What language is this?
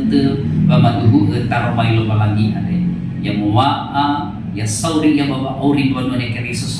Nias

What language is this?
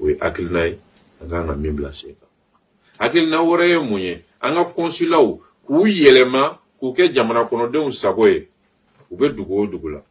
Bambara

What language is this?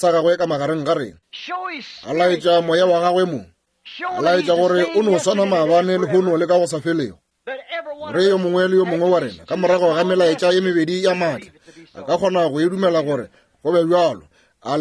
Northern Sotho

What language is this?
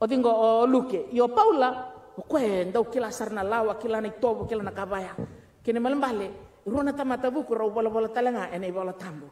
Fijian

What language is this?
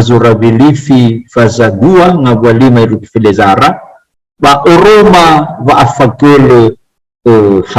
Nias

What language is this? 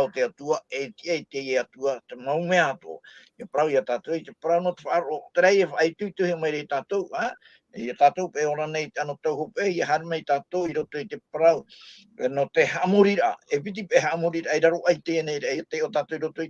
Tahitian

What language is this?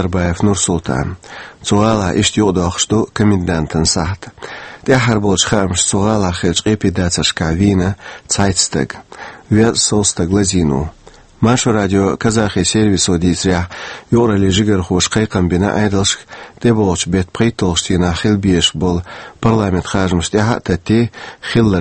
Chechen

